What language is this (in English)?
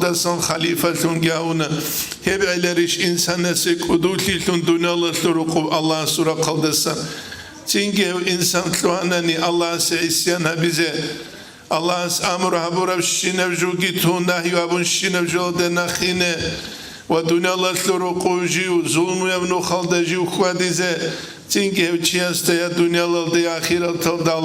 Avaric